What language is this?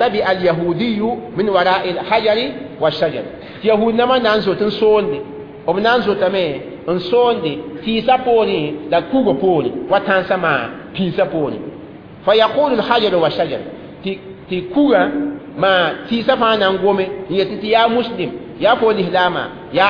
Mossi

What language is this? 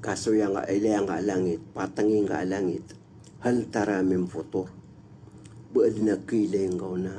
Maranao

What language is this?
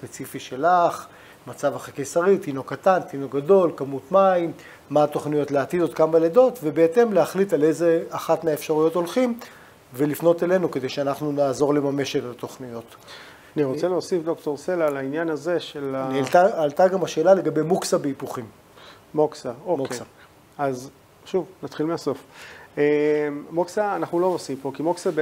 Hebrew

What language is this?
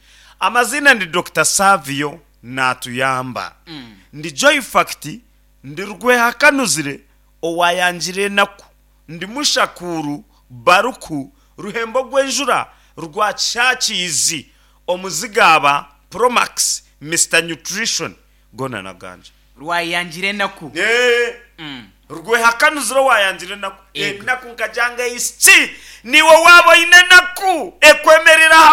Nyankole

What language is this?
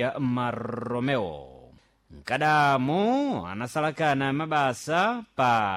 Sena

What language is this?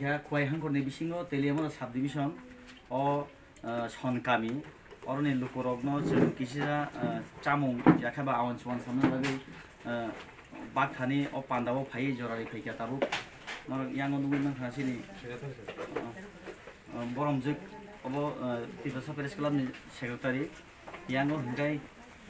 Kok Borok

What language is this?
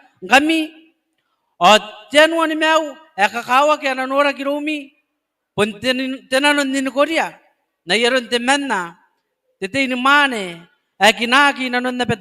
Gilbertese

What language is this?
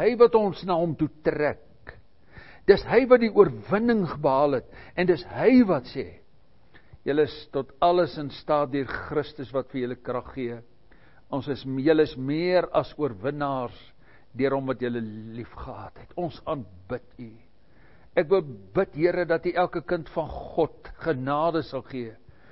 Afrikaans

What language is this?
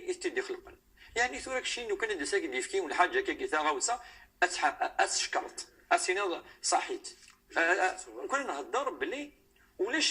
Kabyle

